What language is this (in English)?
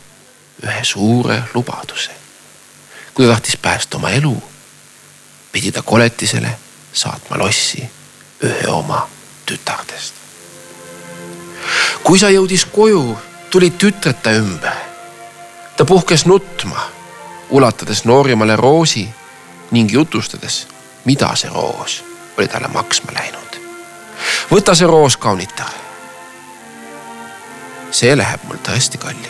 Estonian